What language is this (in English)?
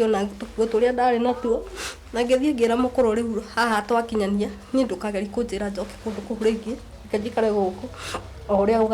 Kikuyu